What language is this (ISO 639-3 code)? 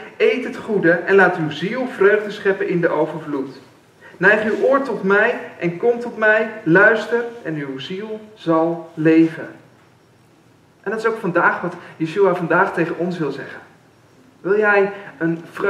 nld